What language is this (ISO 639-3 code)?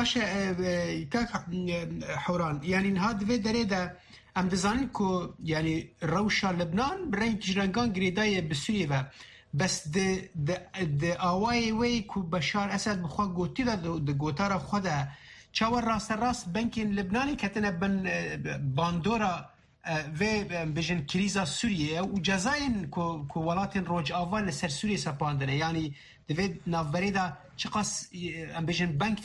kur